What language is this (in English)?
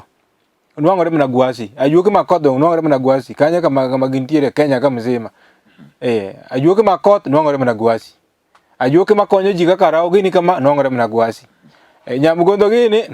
Luo (Kenya and Tanzania)